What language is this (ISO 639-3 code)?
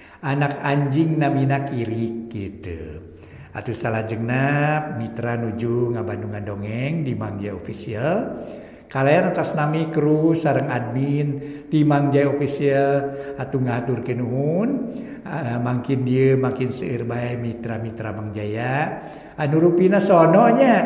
sun